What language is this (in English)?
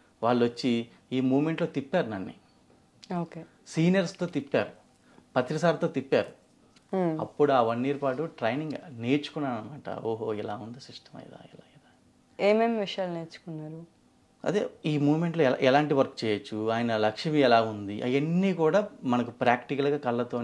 Telugu